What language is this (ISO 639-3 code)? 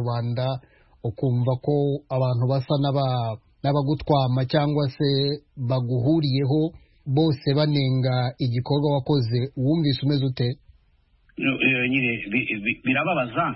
kin